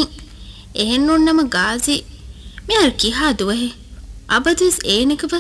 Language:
Divehi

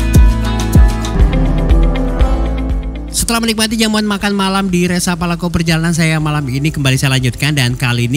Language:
Indonesian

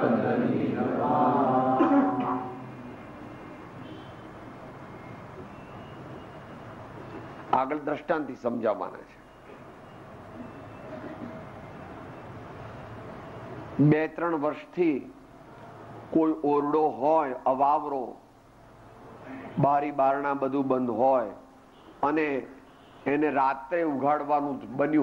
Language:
Gujarati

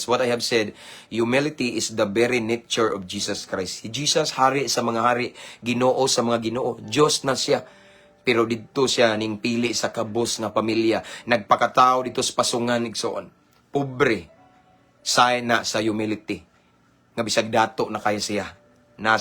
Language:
Cebuano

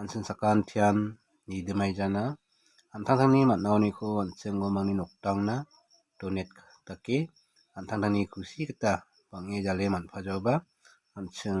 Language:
Garo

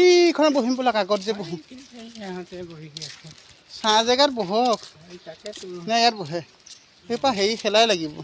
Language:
Assamese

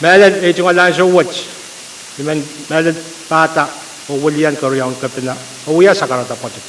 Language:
Pohnpeian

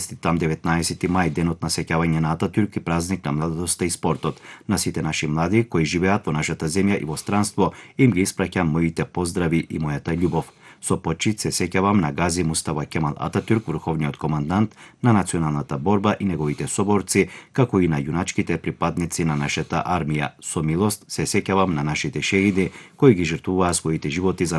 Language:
Macedonian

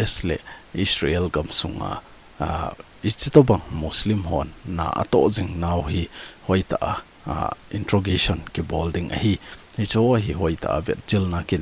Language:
Thado Chin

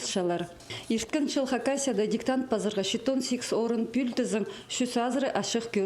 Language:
Khakas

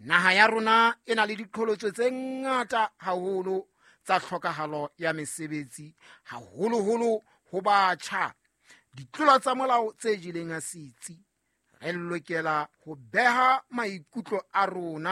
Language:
Southern Sotho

